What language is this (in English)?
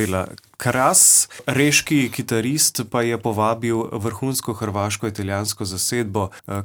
Slovenian